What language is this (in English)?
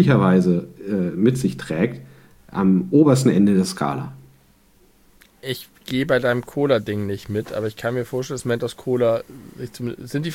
German